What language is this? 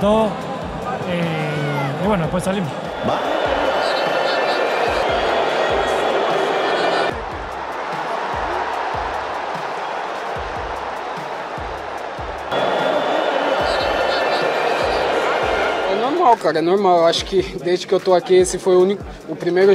Portuguese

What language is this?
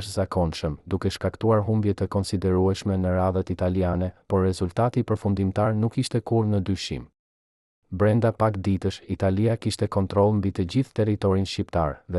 Albanian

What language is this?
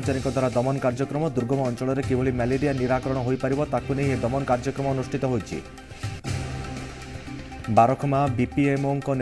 Odia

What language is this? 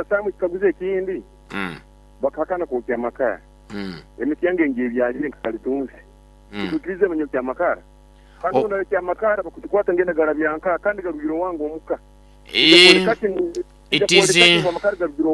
Nyoro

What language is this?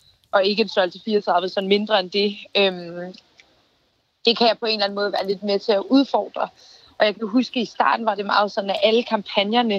Danish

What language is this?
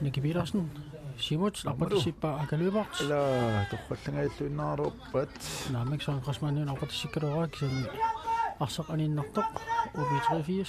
Kalaallisut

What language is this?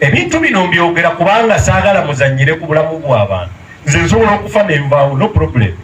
Ganda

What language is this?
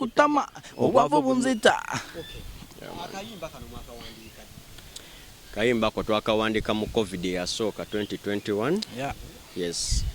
Ganda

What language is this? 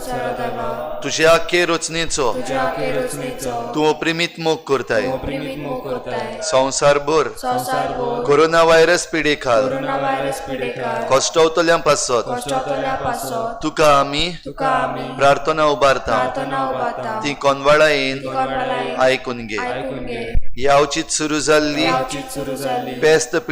Konkani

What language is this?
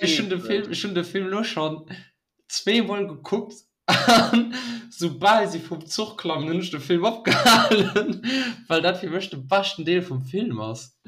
Luxembourgish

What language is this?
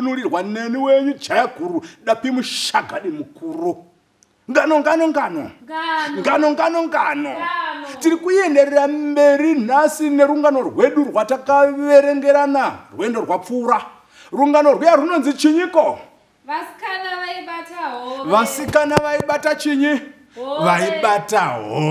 Shona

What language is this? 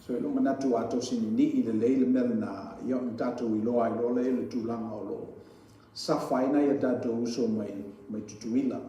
Samoan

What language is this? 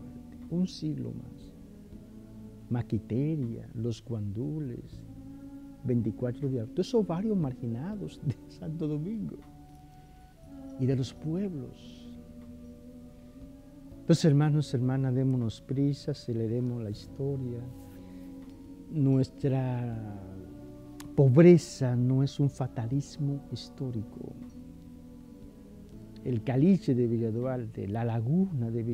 Spanish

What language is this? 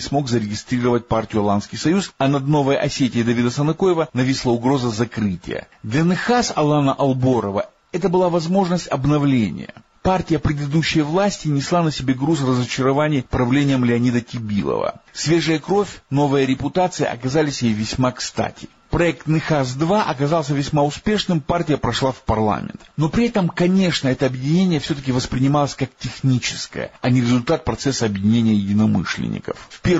Russian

